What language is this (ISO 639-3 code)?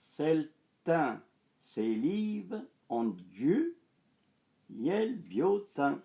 frp